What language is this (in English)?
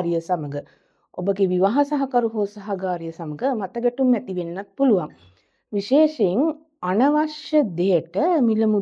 Sinhala